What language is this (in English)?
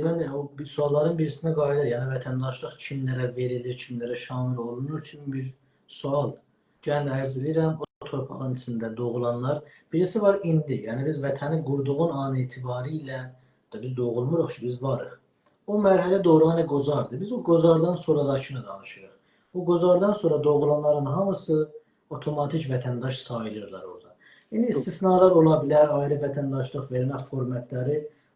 South Azerbaijani